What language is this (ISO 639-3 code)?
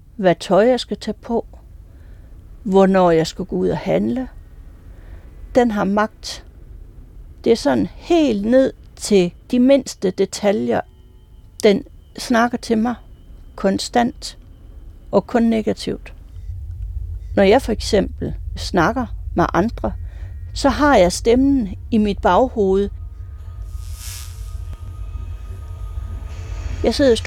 dan